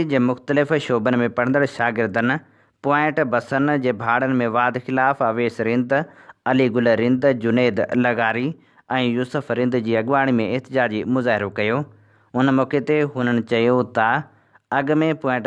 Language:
Sindhi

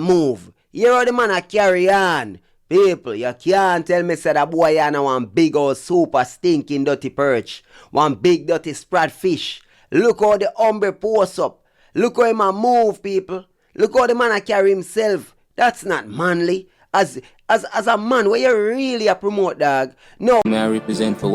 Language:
Jamaican Creole English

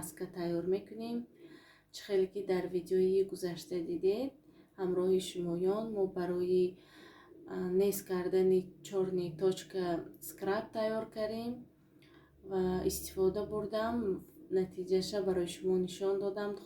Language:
Tajik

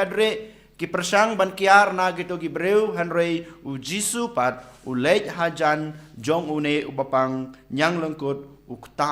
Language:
Khasi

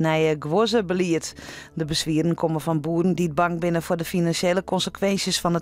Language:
Western Frisian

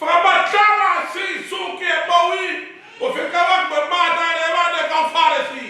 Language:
Tongan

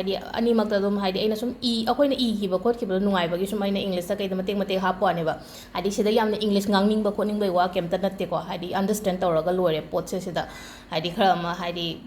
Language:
Manipuri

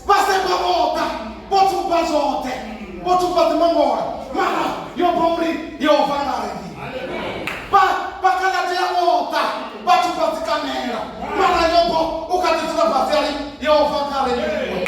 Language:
Venda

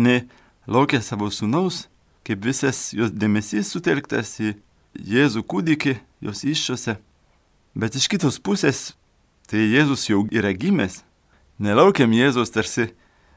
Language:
Lithuanian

